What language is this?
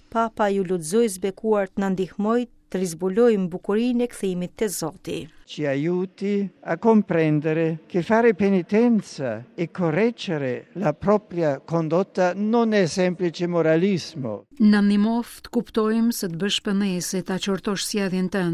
Albanian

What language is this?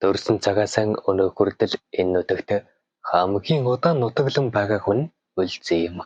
Mongolian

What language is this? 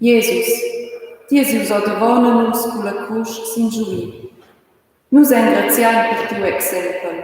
Romansh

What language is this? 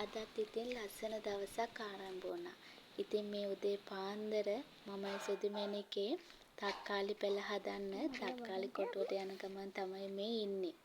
Sinhala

